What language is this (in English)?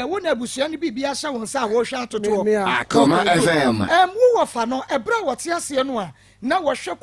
Akan